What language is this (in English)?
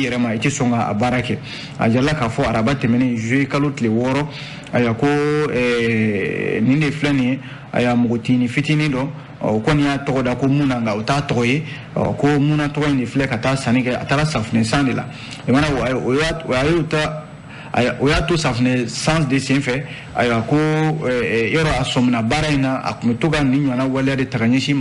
Bambara